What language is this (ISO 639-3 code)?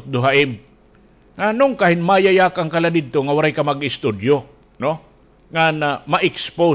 war